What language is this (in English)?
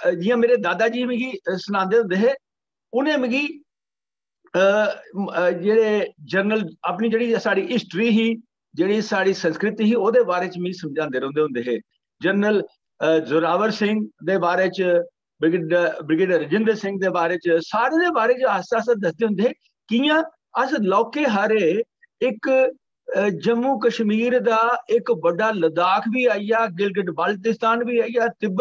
Dogri